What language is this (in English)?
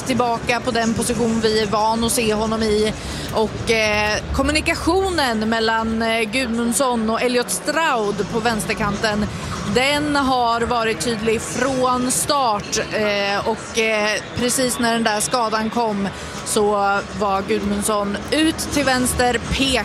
Swedish